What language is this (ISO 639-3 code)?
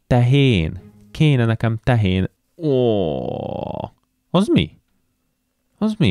hun